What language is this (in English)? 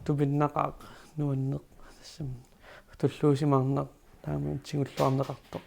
Kalaallisut